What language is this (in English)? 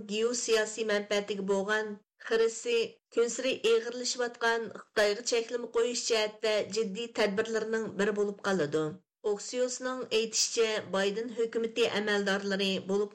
Uyghur